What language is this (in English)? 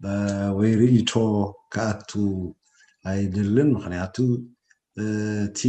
Tigrinya